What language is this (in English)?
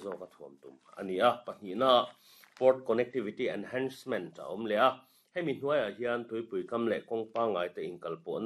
Mizo